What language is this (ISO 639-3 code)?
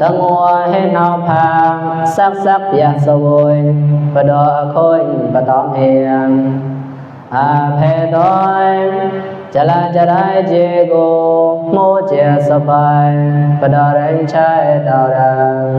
mnw